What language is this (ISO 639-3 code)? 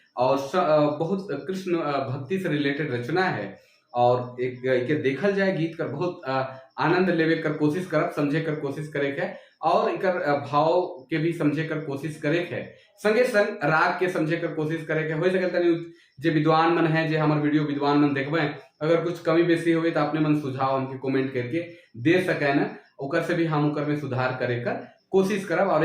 sck